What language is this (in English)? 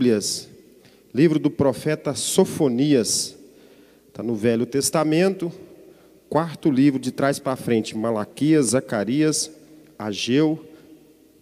Portuguese